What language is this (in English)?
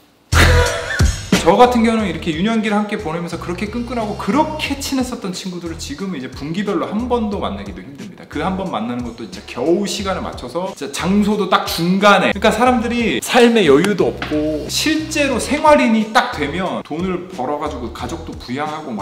Korean